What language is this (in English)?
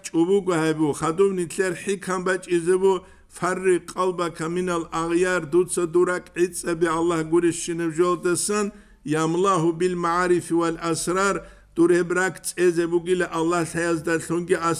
Avaric